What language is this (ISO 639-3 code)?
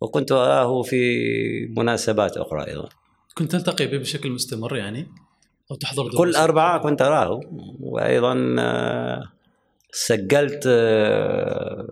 afb